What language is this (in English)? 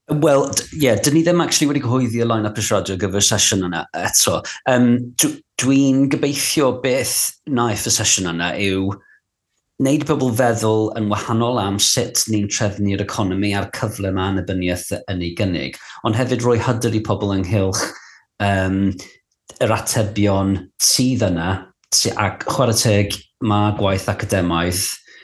Welsh